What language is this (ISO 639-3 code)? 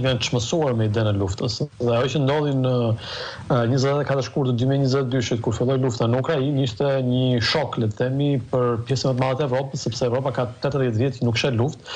sqi